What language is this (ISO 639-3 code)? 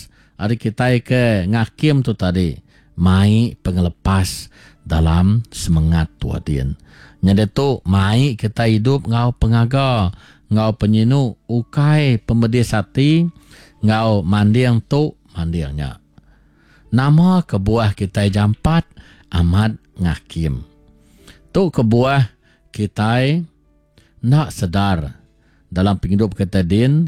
iba